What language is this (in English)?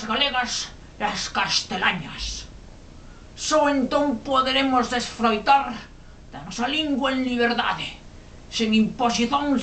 Galician